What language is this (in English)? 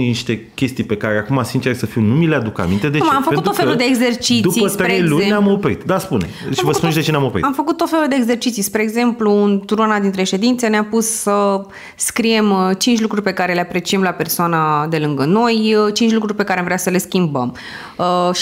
Romanian